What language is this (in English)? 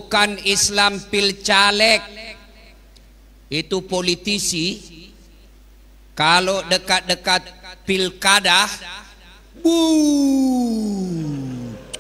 Indonesian